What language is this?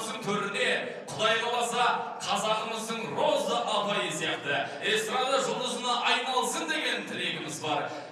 Kazakh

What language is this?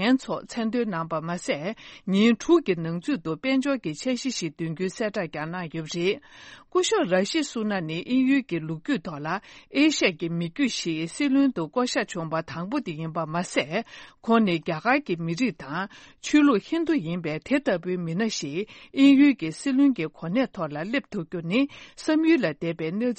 Tibetan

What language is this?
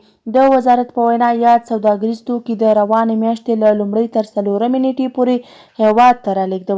Pashto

